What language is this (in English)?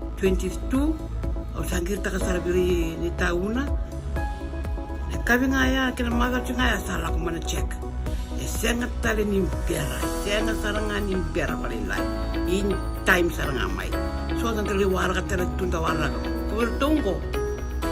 Fijian